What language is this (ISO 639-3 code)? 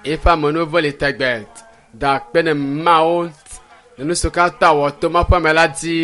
ewe